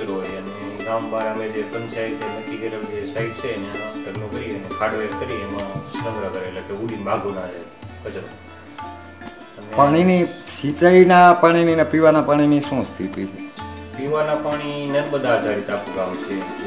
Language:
Gujarati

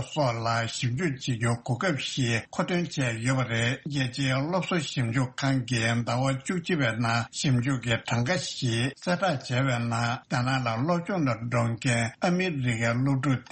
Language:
Tibetan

